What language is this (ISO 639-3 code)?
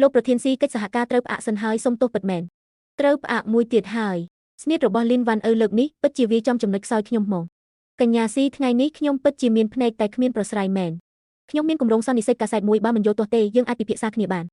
khm